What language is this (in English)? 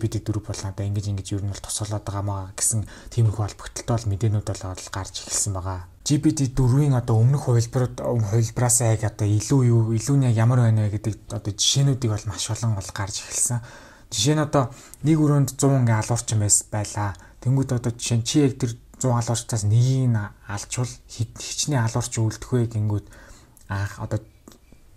Mongolian